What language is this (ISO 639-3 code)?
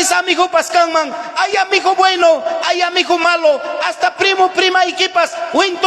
quy